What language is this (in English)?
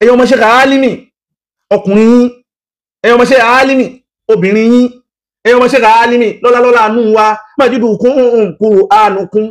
Yoruba